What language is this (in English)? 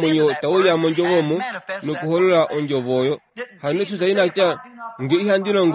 Kuanyama